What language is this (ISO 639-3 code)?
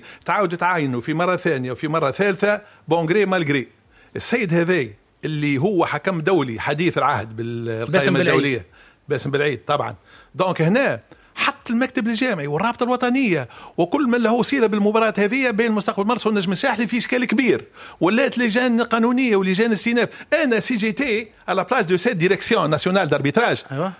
aeb